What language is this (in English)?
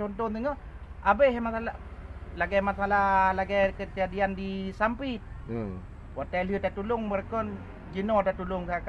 Achinese